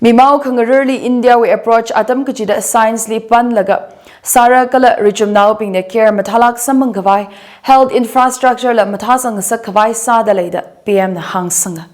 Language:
Tangkhul Naga (India)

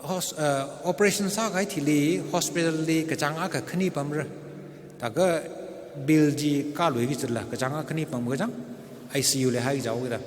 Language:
Tangkhul Naga (India)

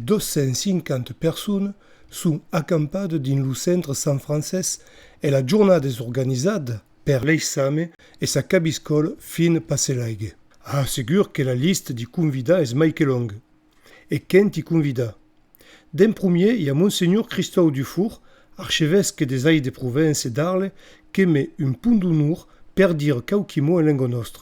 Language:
Occitan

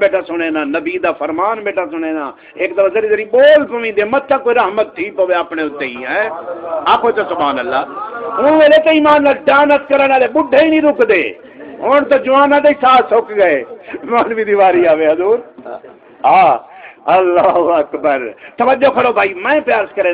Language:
Saraiki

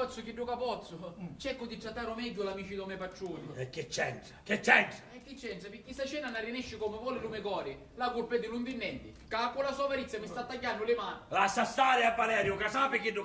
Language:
Sicilian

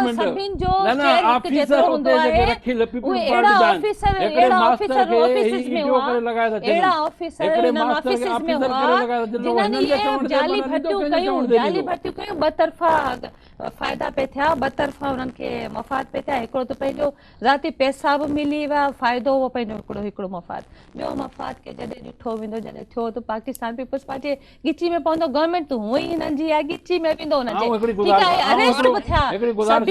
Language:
Sindhi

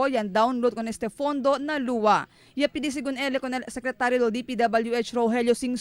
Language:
Chavacano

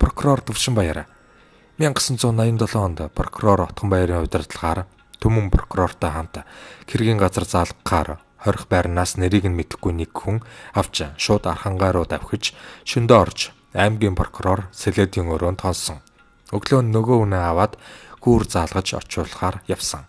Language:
Mongolian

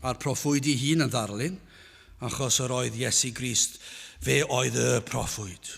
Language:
Welsh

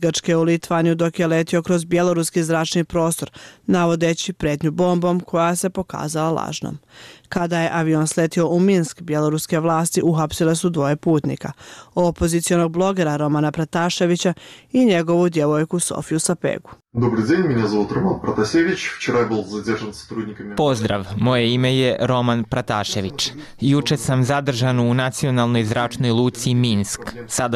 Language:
Bosnian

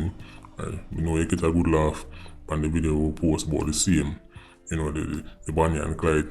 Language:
Jamaican Creole English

